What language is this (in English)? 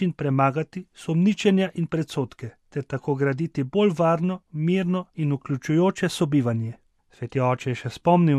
Slovenian